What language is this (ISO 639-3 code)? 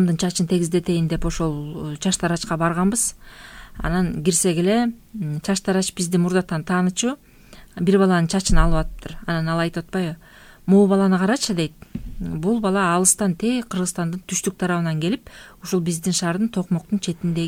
kir